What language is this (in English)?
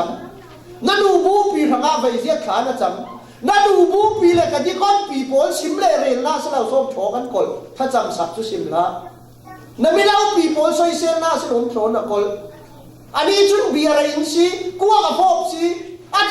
Falam Chin